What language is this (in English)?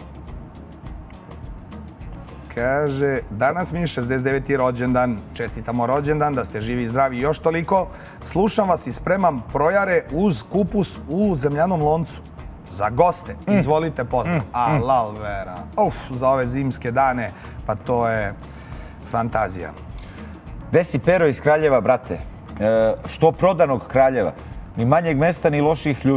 Serbian